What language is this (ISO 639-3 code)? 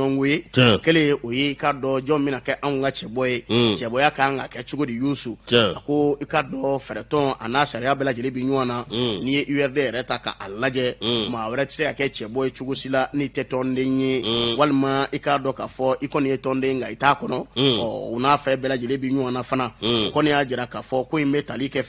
bam